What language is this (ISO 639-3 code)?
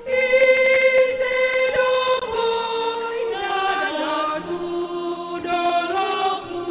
bts